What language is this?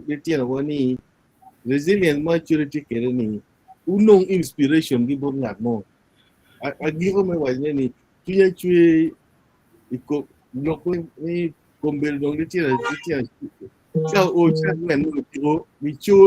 Acoli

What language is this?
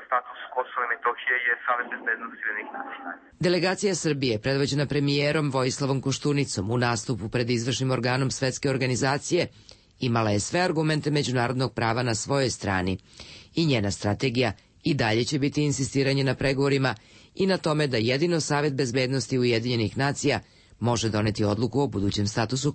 Serbian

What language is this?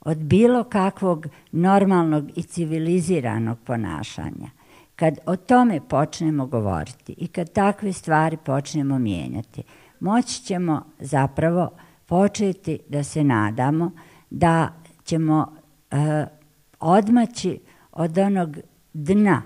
Bosnian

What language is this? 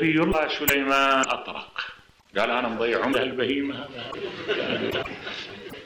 Mesopotamian Arabic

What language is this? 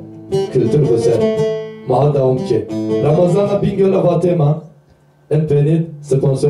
Zaza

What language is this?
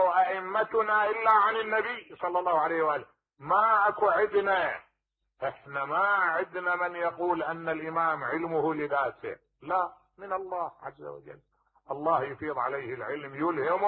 Mesopotamian Arabic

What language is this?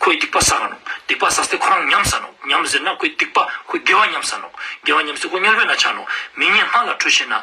Ladakhi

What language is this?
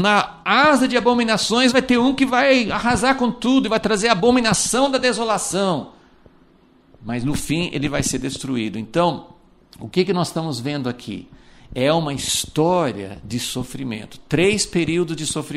Portuguese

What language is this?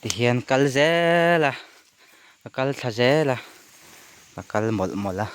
Mizo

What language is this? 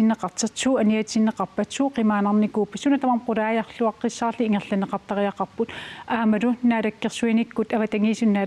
Kalaallisut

